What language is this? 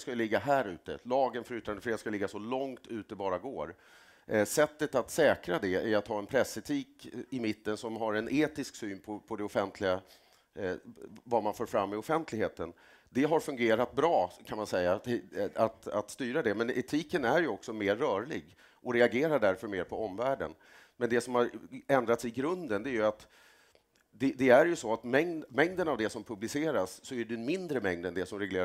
Swedish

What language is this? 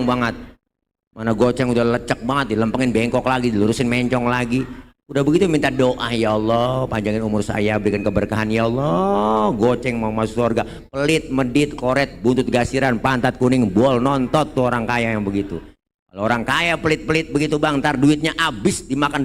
Betawi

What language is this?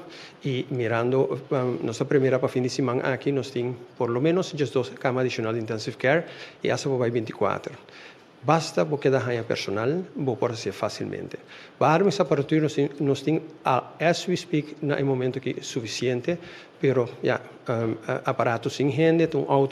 Papiamento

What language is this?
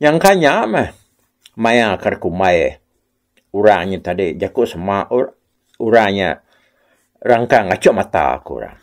Iban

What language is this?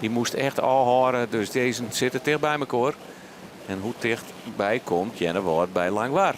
Western Frisian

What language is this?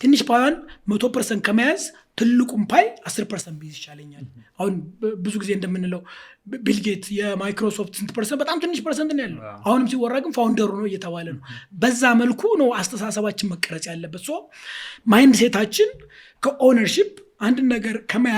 Amharic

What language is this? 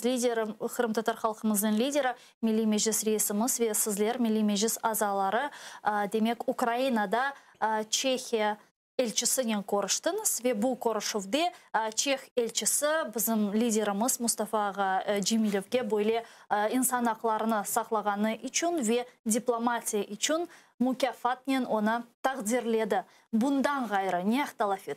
Crimean Tatar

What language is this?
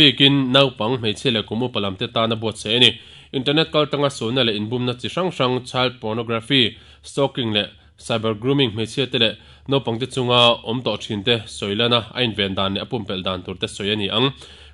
Mizo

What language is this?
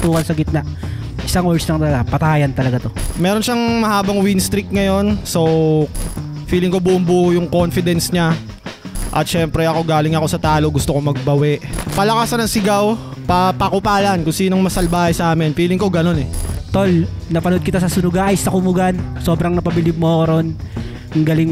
Filipino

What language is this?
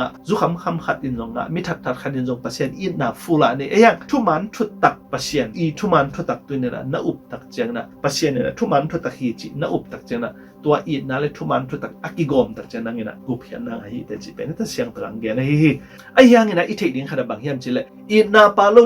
Tedim Chin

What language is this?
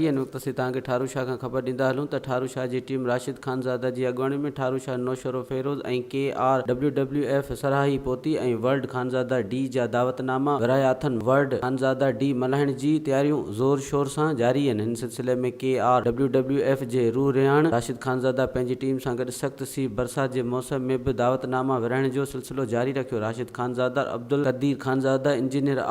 Sindhi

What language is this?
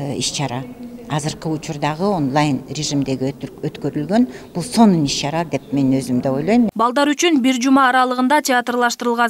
Kyrgyz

